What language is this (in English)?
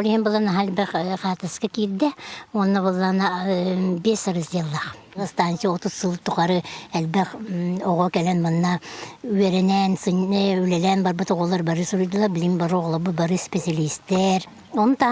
Yakut